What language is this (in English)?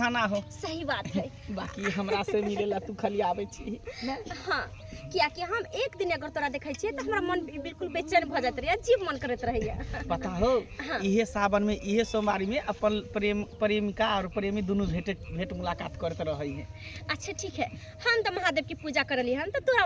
Maithili